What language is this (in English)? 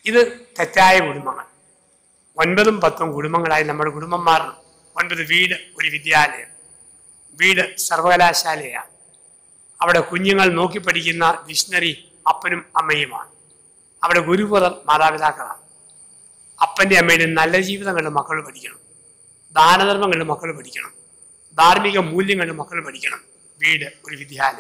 Malayalam